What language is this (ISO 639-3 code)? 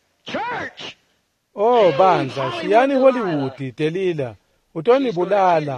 ssw